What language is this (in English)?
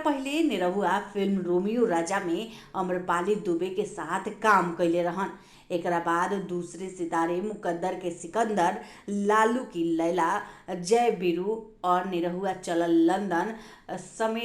Bhojpuri